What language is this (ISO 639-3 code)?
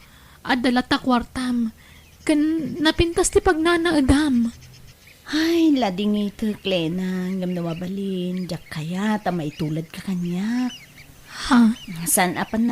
ilo